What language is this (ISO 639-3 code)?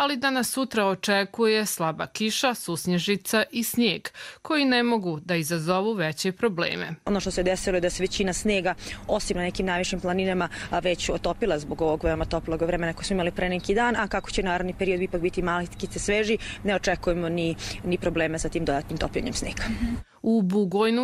hrv